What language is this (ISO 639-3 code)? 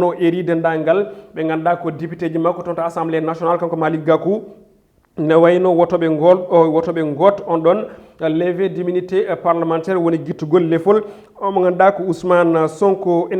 ful